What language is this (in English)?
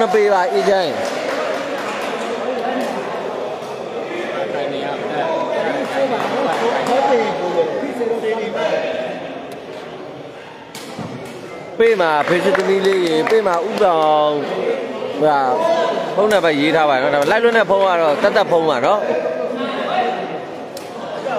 Burmese